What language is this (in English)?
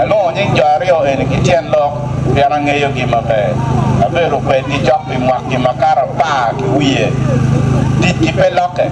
Acoli